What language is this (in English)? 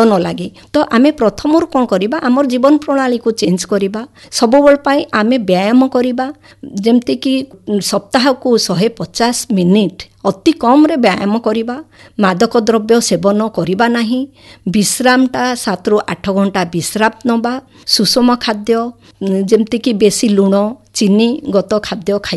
Odia